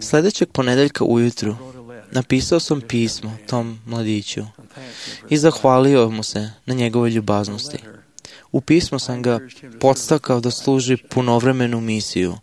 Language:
Serbian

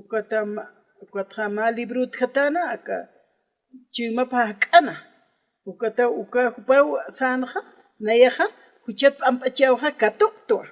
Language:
Aymara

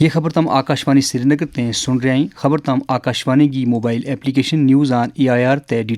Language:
Gujari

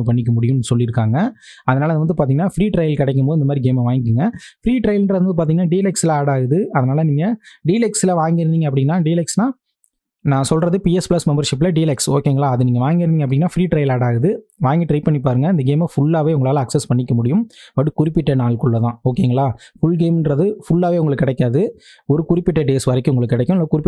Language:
Tamil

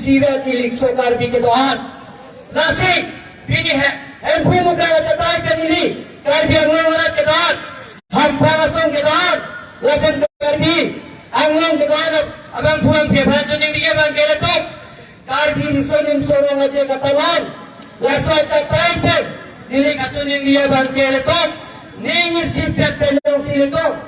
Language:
Karbi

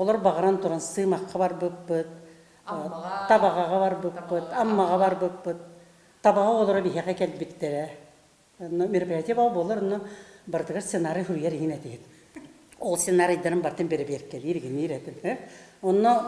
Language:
Yakut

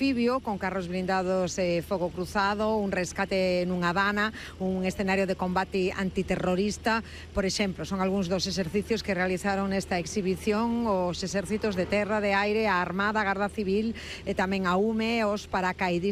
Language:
Galician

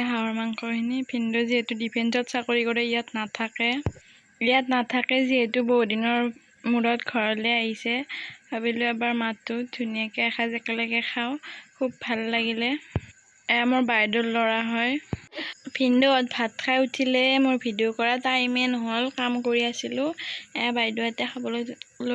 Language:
Assamese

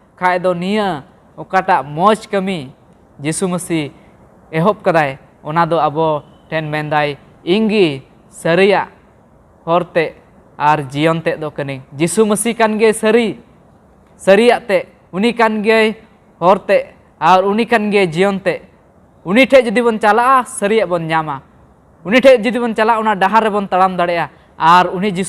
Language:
Santali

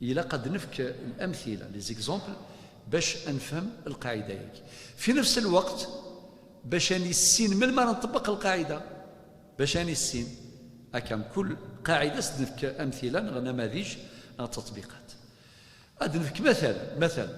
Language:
Kabyle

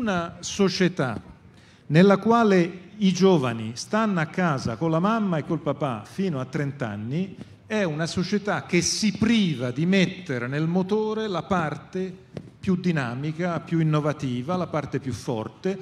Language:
Italian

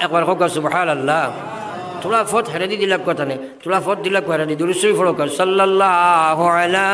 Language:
Sylheti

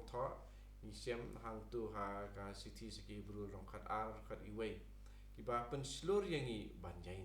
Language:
Khasi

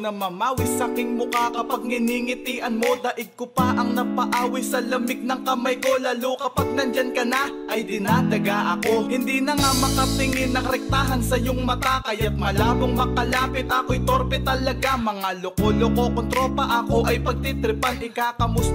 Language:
Filipino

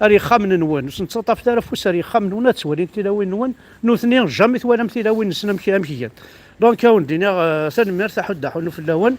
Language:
Kabyle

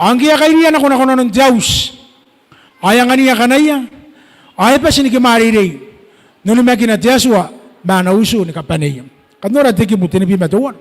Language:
Gilbertese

